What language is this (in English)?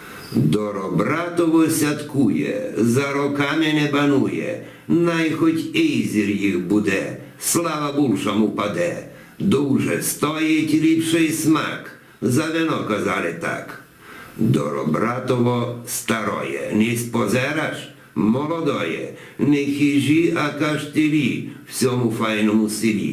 Rusyn